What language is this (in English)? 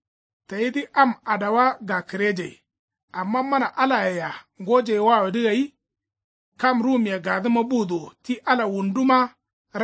Kanuri